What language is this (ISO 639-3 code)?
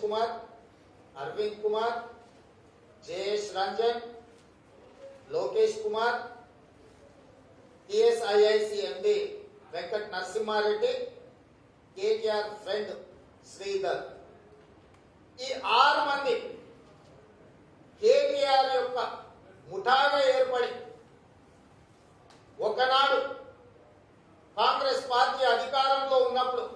tel